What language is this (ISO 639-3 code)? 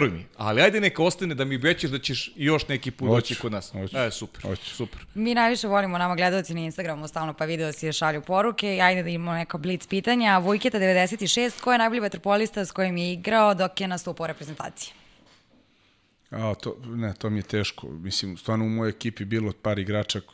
srp